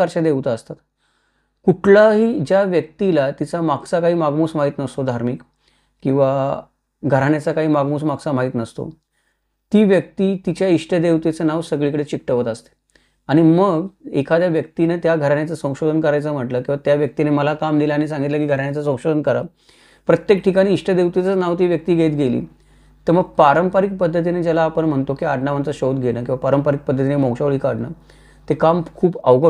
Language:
Marathi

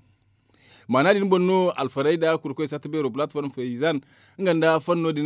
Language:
Zarma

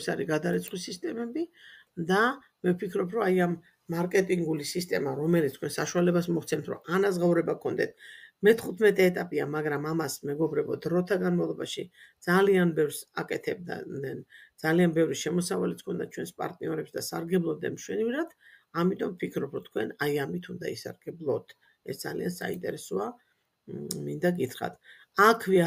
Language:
Georgian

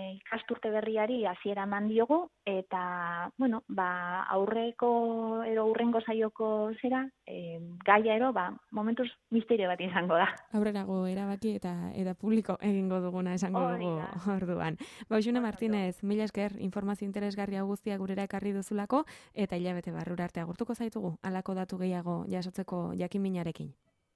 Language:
Basque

